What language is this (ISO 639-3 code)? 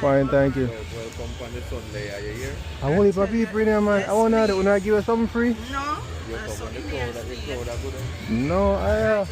jam